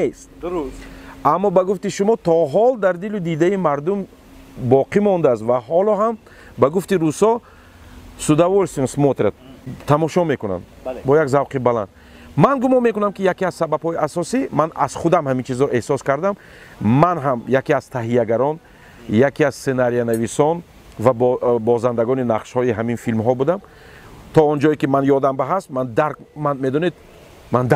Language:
Tajik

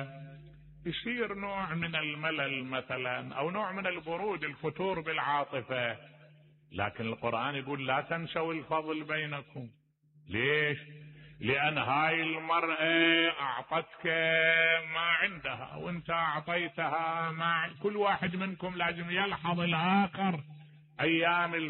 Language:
Mesopotamian Arabic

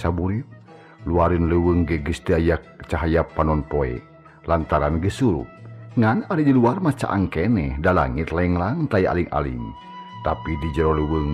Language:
Sundanese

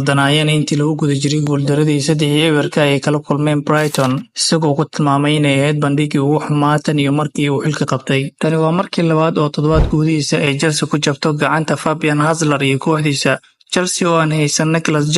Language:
Somali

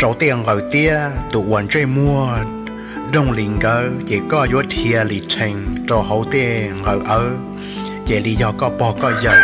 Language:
Hmong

